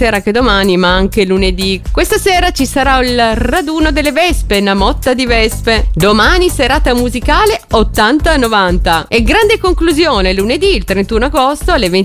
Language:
Italian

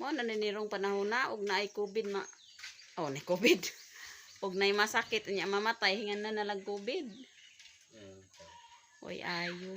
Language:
Cebuano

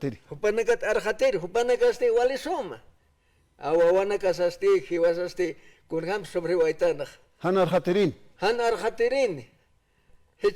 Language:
Aymara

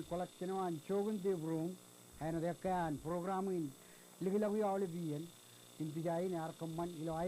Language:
Marshallese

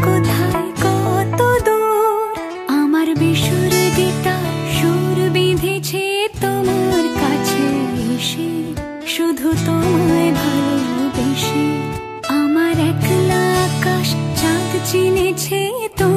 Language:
Bangla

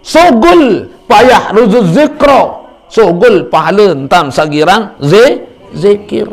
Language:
Sasak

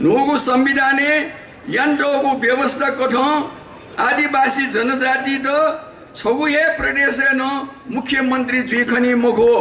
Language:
Newari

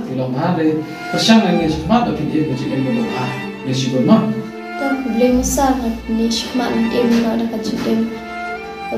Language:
Khasi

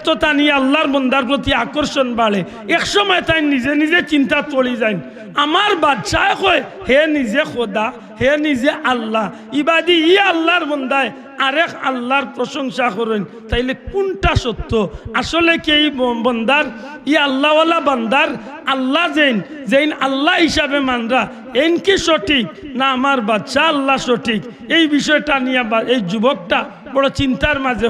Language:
Sylheti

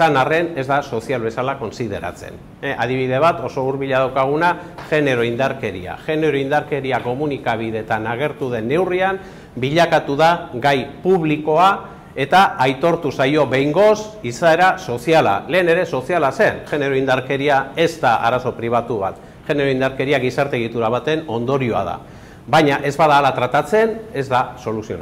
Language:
Basque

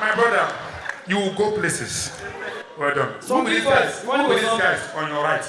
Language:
Nigerian Pidgin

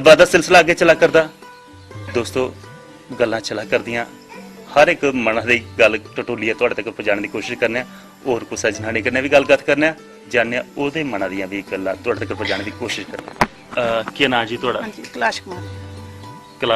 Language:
Dogri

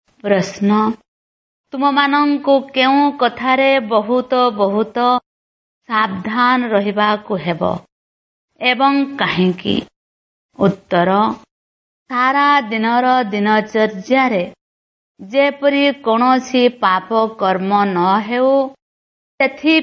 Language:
Odia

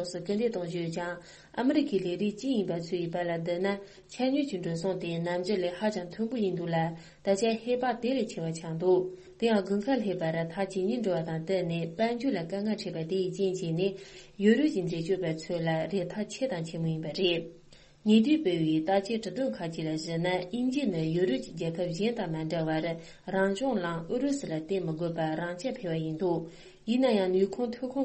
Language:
Tibetan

